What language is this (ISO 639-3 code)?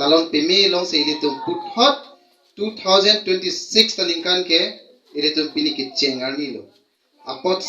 mjw